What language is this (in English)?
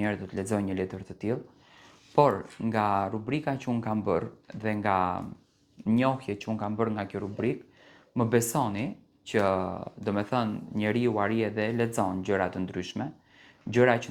Albanian